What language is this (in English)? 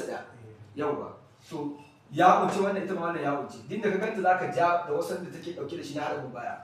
Hausa